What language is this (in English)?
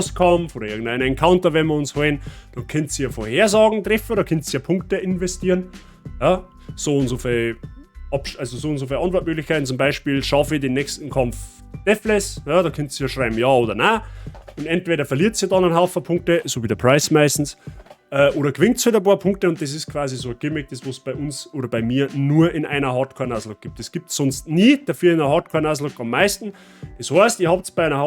Bavarian